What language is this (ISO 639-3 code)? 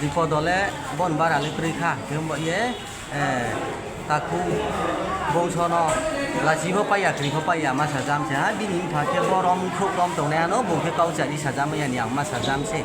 ria